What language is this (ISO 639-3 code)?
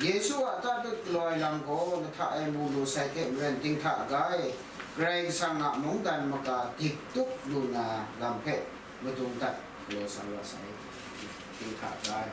kac